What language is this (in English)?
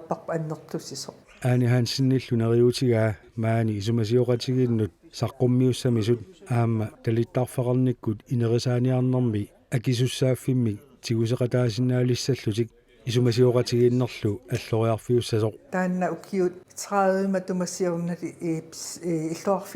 Kalaallisut